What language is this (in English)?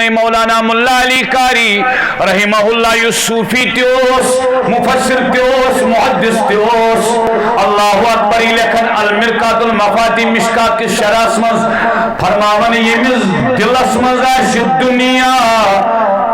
Kashmiri